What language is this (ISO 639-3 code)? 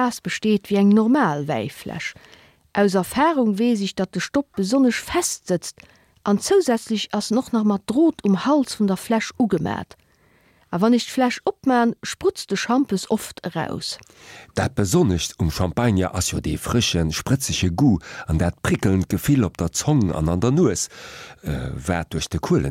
ltz